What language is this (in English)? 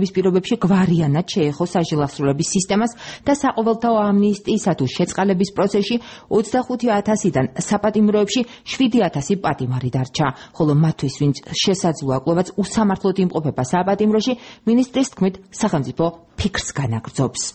Georgian